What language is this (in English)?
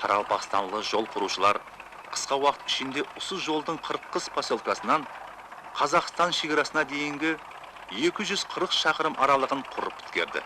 Kara-Kalpak